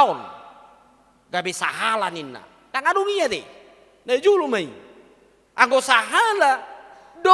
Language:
Batak Toba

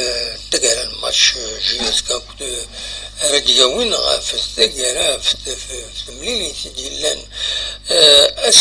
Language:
Kabyle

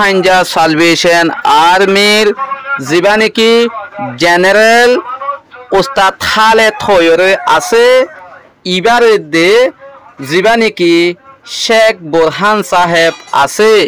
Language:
Rohingya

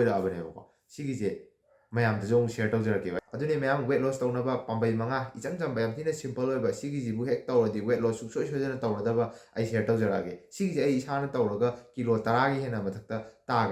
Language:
Manipuri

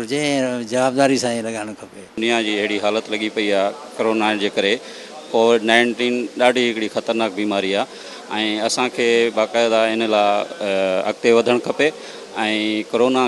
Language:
Sindhi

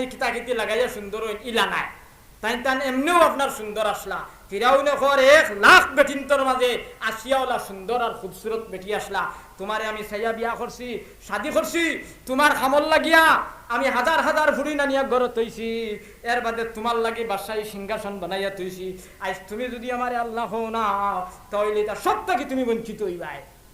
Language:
Sylheti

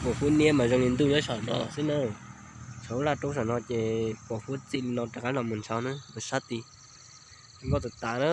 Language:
Hmong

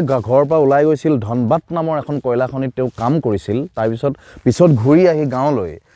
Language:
Assamese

